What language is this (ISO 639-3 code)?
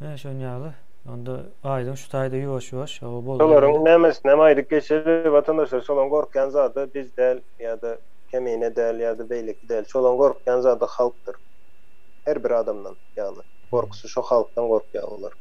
tuk